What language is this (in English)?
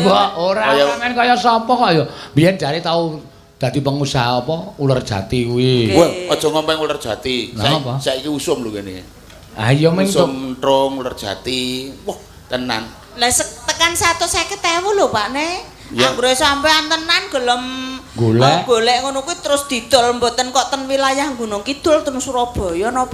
Javanese